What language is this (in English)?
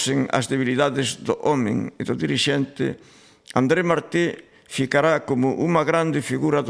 Galician